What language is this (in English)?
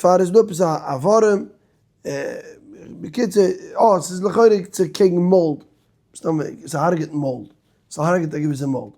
Yiddish